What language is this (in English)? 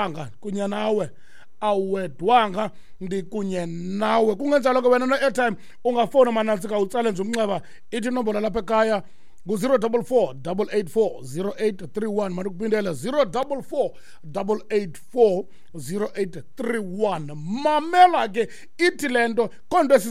Xhosa